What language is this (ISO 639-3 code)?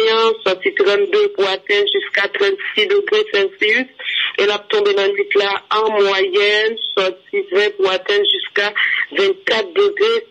fra